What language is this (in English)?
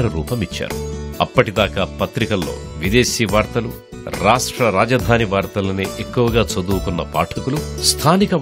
Telugu